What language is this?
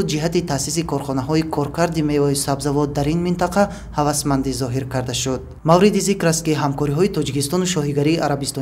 Tajik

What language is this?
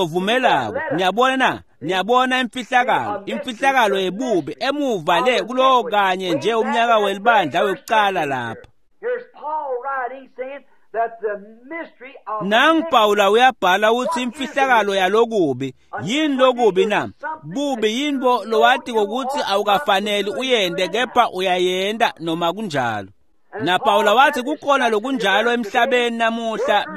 Swati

